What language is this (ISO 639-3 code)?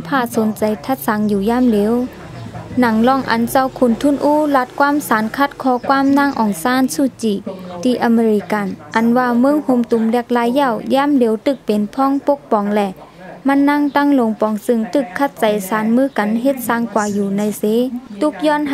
shn